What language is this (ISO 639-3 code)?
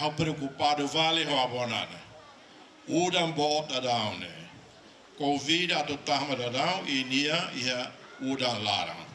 tet